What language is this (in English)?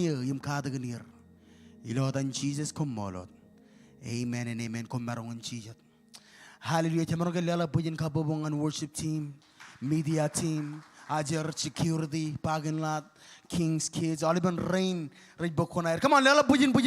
Marshallese